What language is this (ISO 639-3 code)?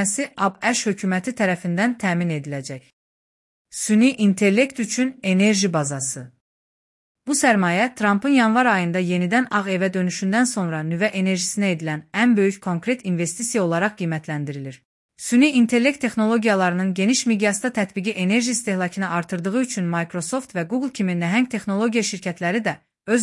aze